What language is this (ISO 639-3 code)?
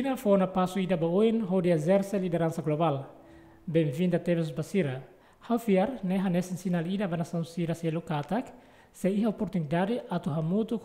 tet